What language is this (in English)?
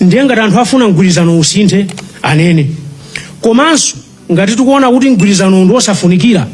Nyanja